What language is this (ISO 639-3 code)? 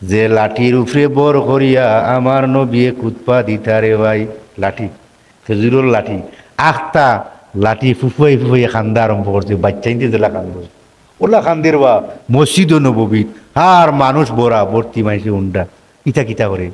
syl